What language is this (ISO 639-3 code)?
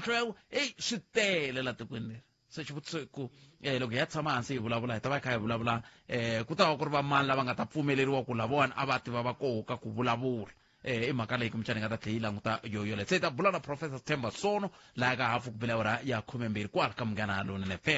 tso